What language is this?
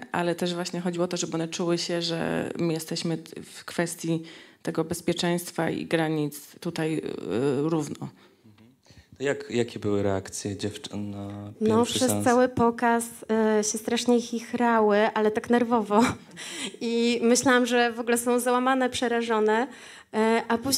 Polish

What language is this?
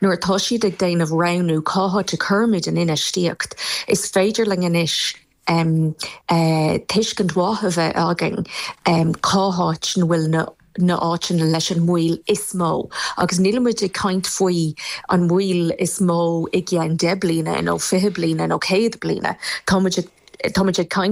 Irish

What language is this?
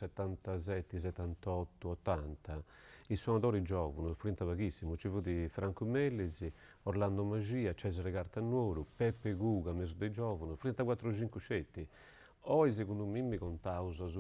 Sardinian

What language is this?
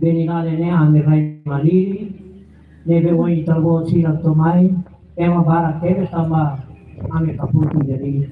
Tetum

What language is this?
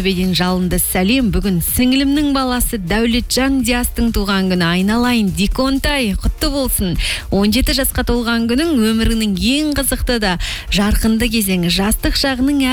Kazakh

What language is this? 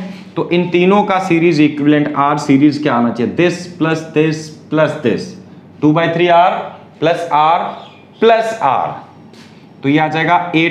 Hindi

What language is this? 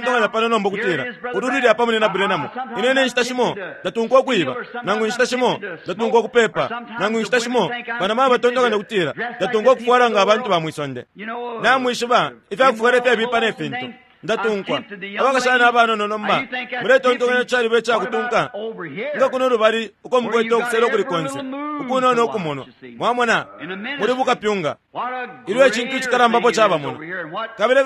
Bemba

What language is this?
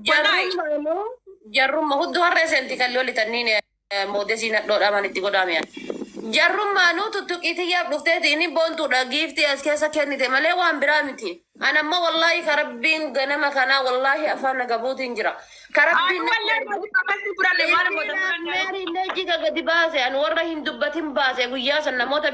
Oromo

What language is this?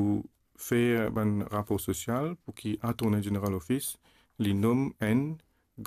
Morisyen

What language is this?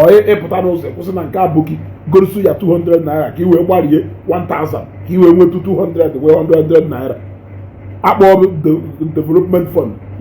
Igbo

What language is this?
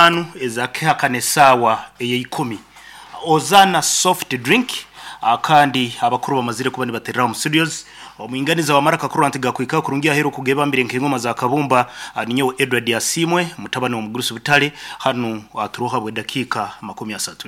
Nyankole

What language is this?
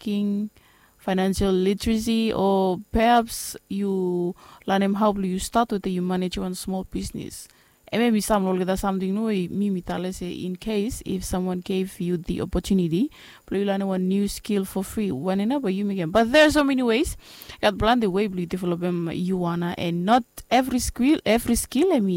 Bislama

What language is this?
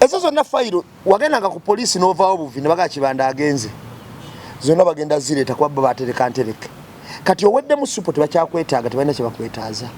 Ganda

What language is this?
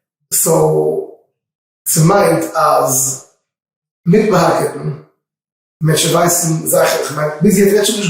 Yiddish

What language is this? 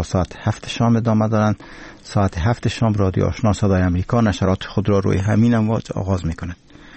Persian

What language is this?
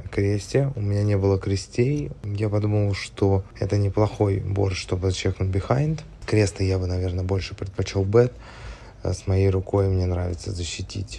Russian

